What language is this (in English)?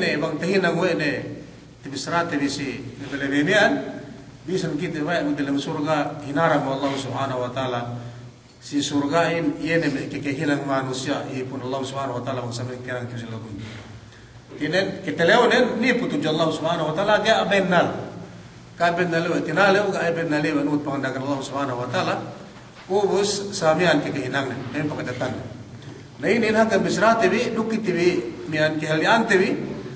Yakan